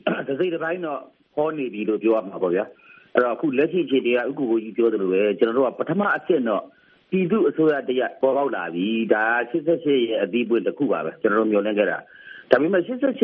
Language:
Burmese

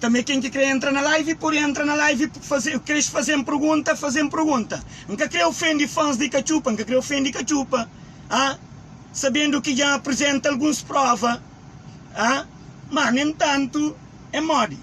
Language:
Kabuverdianu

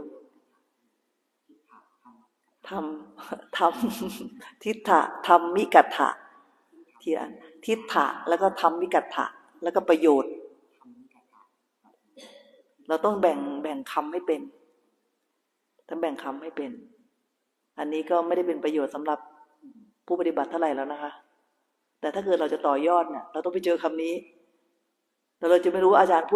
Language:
Thai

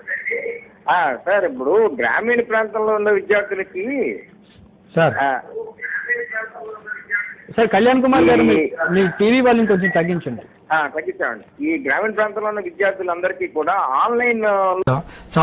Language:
Telugu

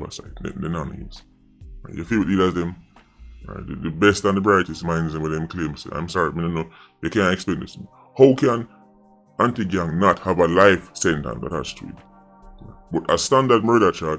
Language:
Jamaican Creole English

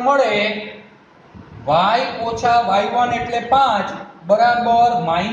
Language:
Gujarati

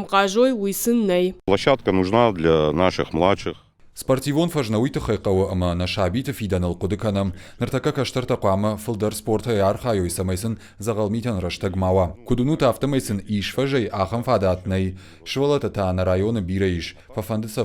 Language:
Ossetic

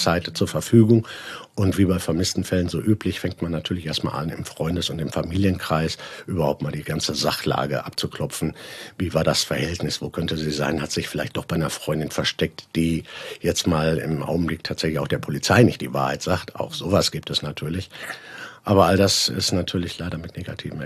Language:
German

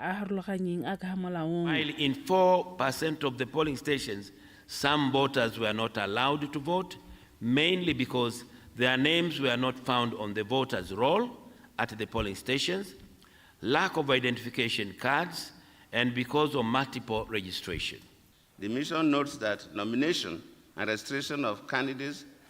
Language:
Tswana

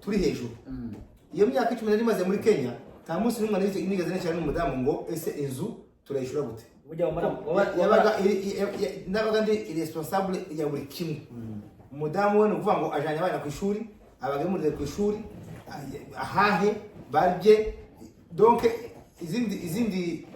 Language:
Rundi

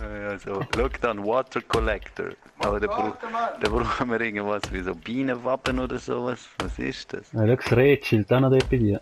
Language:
Swiss German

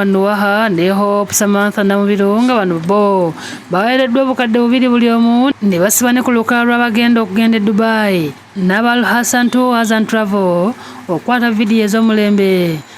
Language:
Ganda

